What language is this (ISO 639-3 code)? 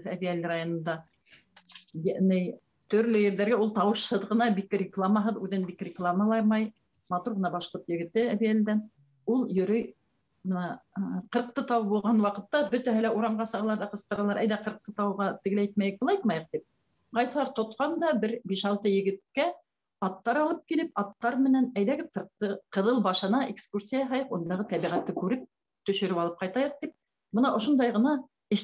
bak